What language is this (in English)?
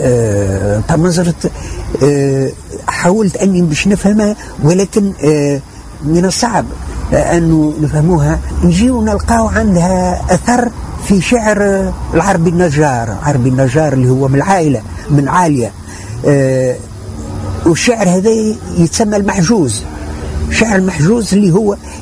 Tunisian Arabic